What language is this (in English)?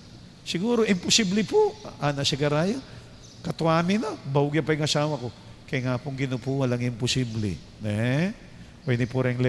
Pampanga